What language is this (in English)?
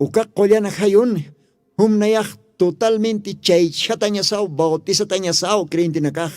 Aymara